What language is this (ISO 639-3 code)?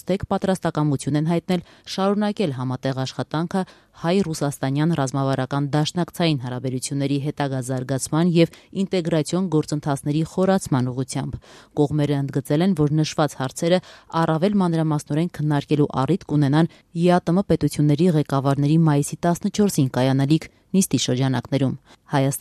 hye